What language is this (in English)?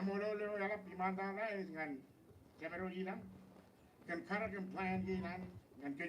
Marshallese